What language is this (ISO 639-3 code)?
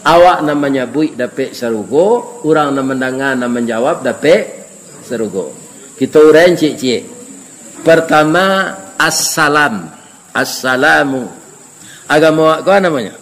min